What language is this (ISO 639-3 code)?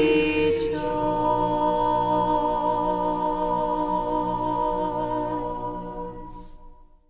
eng